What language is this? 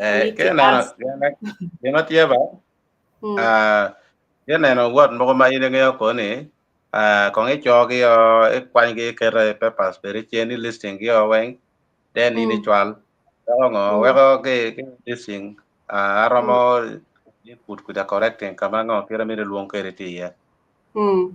Acoli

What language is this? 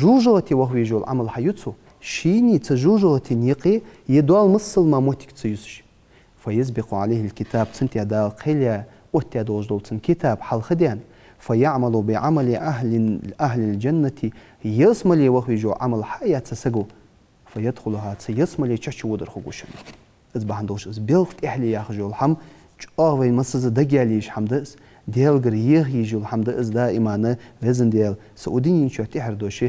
Ingush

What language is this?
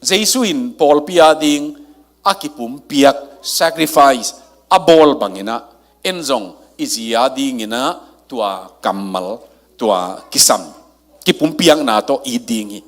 Tedim Chin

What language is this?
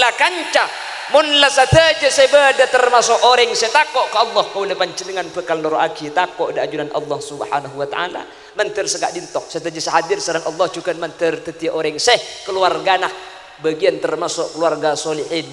Madurese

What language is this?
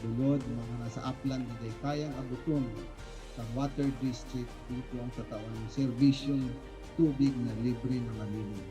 Bikol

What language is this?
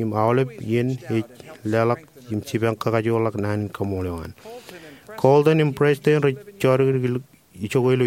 Marshallese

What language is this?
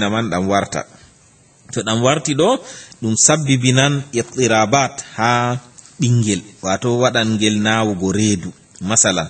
Fula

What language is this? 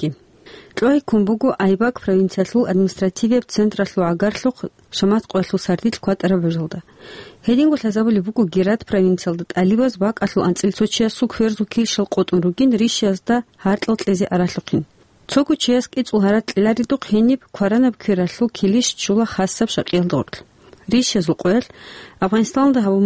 Avaric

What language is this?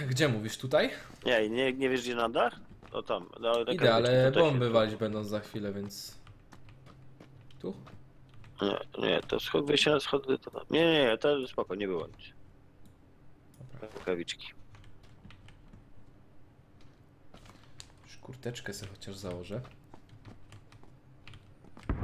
Polish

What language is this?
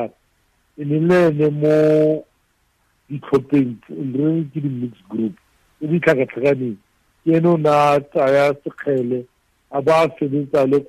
Tswana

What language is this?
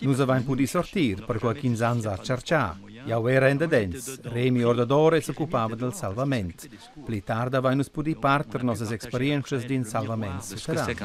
Romansh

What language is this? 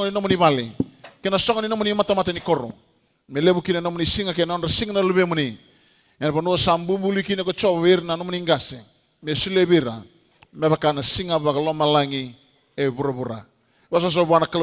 Fijian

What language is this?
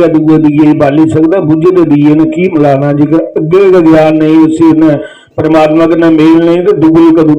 Dogri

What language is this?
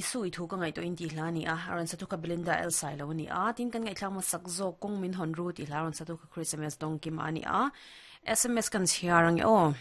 Mizo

